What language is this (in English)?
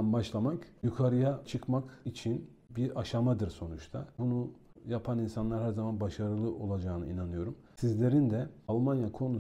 Turkish